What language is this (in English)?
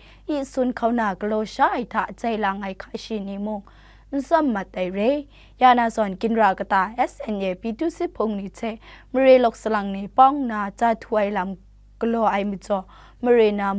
Kachin